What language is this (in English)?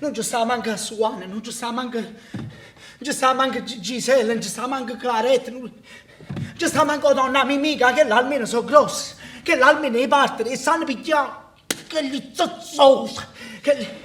Neapolitan